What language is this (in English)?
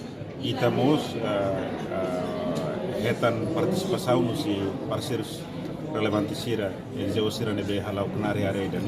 Tetum